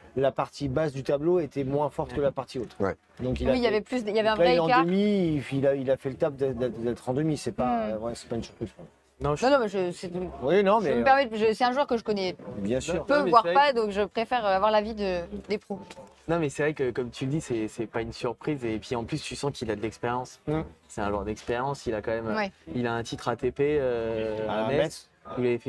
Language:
French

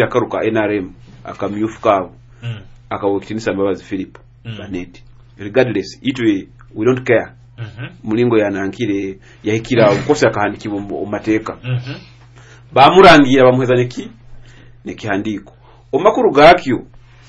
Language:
Nyoro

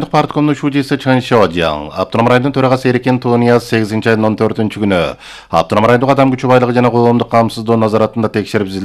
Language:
Kyrgyz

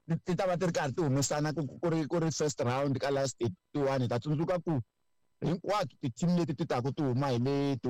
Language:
Tsonga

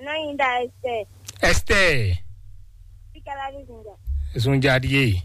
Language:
Fon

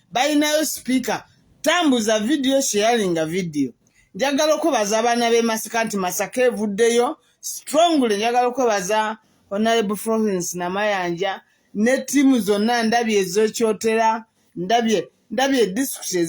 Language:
Ganda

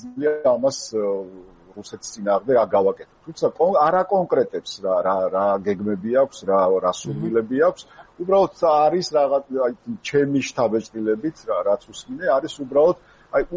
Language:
Georgian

